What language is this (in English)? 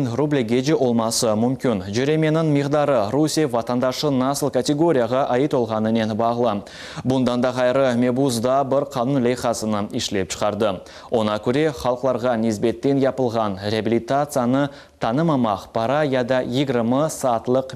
Crimean Tatar